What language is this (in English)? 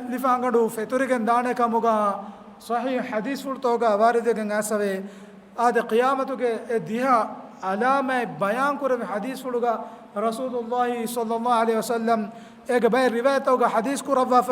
Divehi